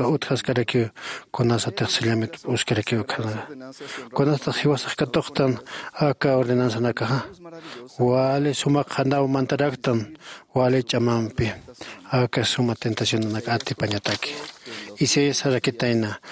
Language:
Aymara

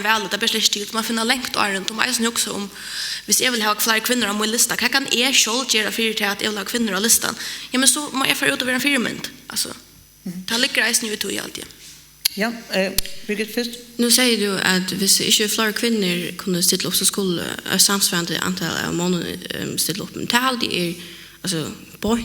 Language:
Faroese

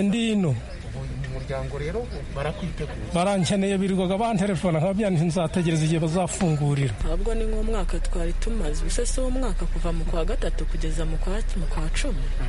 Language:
Kinyarwanda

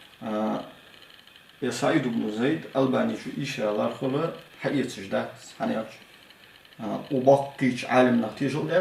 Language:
Ingush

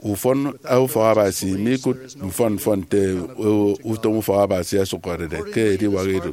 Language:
Efik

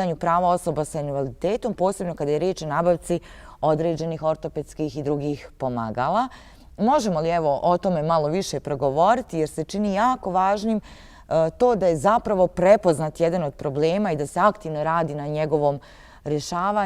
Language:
Bosnian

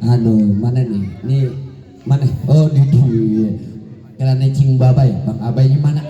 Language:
Betawi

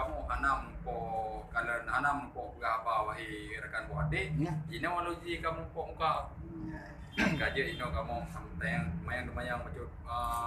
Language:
Achinese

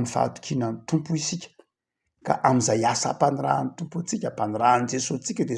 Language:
Malagasy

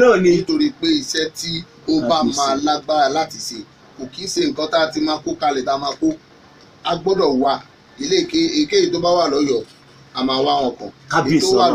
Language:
Yoruba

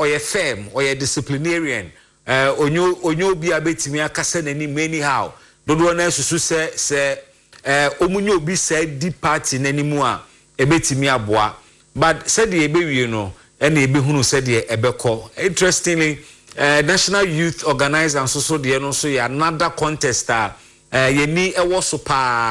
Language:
Akan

